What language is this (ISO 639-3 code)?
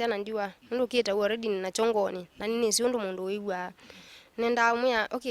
kam